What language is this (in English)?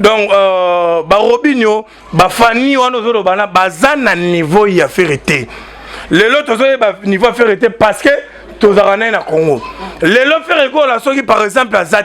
Lingala